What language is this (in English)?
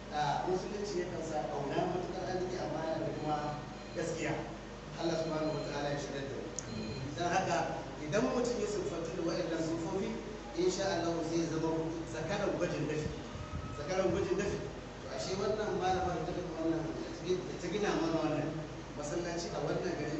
Hausa